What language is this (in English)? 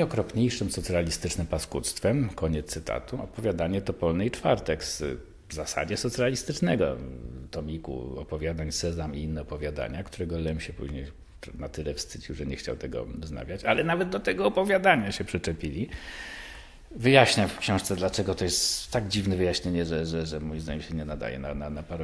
Polish